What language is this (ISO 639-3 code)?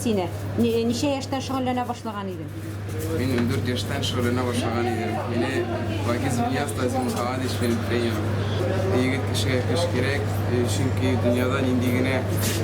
tat